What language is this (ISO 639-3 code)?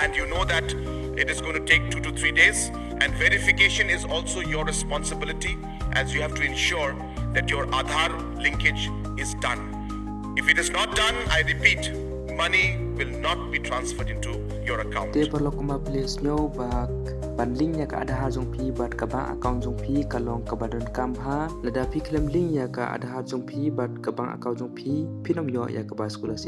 kha